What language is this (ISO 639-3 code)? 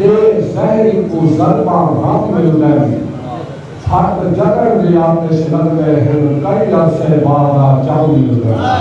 skr